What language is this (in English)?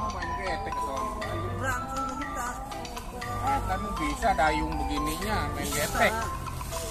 Betawi